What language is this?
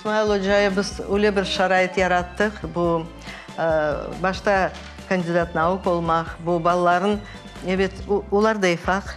Crimean Tatar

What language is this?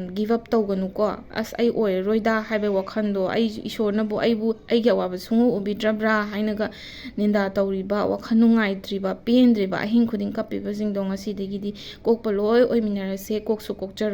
Manipuri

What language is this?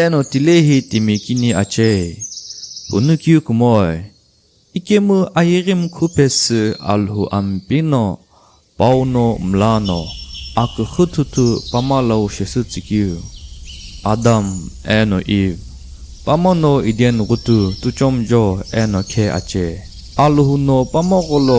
Sumi Naga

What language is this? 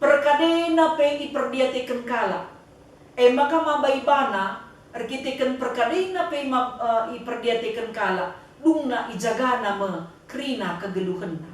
Batak Karo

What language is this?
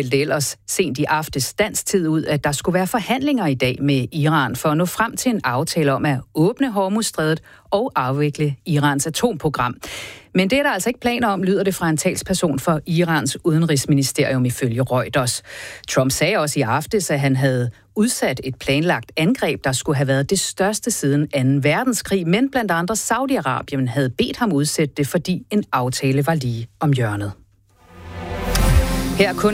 Danish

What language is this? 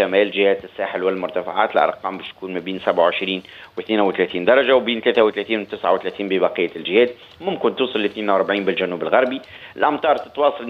Tunisian Arabic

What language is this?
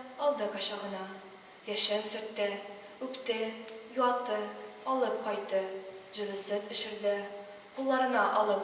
Tatar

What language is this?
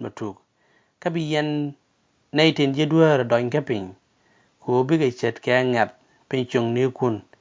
Nuer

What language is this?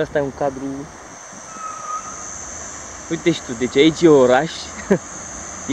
Romanian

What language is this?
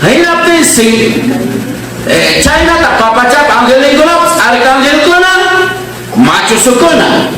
Ayacucho Quechua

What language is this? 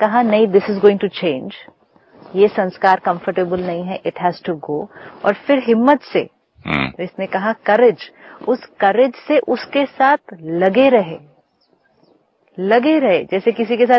Hindi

